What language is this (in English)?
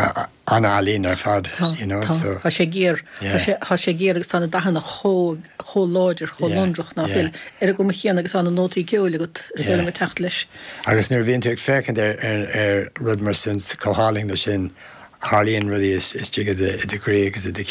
Irish